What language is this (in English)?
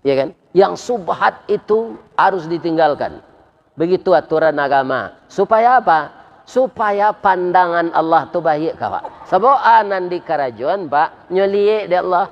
Minangkabau